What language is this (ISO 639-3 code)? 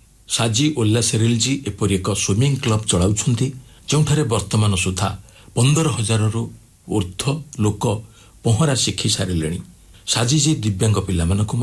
ori